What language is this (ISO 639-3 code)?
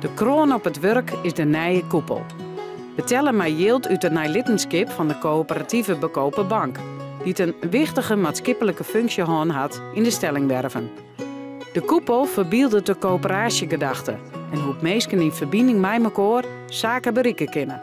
fry